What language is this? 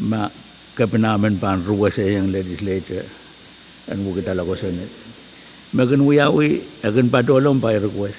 Pohnpeian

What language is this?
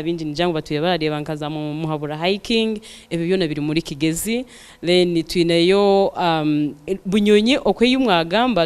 Nyankole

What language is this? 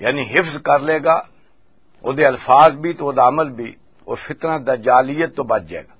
Western Panjabi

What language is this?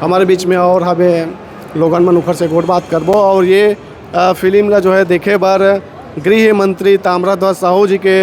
Chhattisgarhi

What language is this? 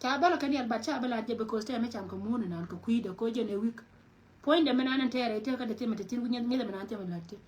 Nuer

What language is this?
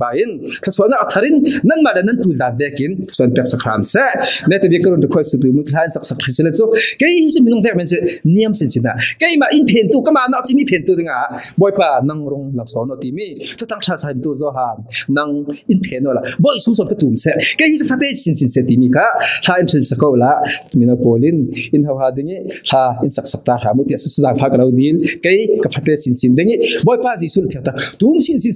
Falam Chin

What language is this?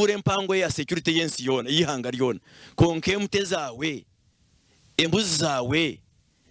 Nyankole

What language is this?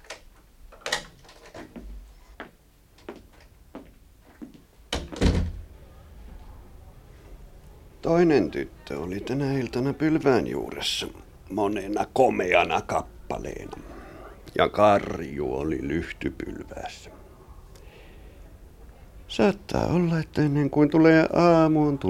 Finnish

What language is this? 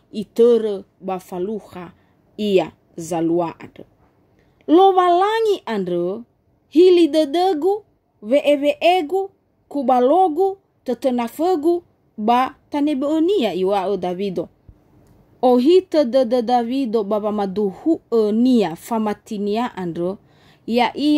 Nias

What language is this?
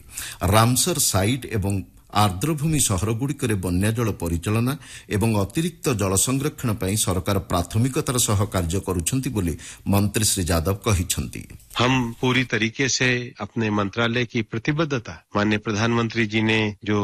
Odia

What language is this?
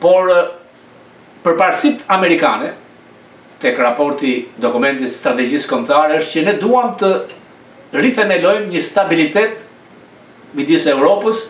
Albanian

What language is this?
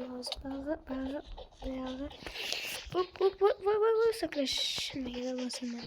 Uzbek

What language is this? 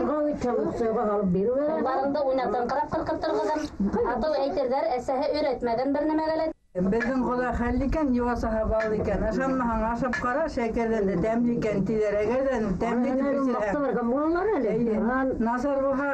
Bashkir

